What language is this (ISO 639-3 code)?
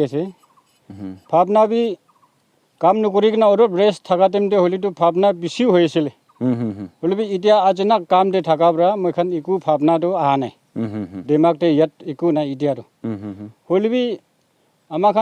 nag